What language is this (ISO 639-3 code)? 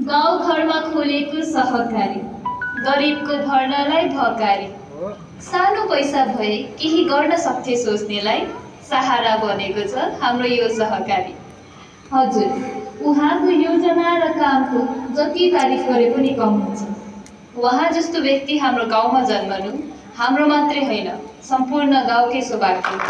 nep